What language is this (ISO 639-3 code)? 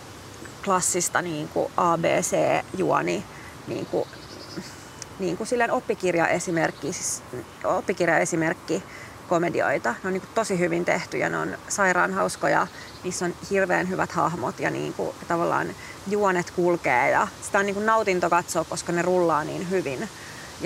fin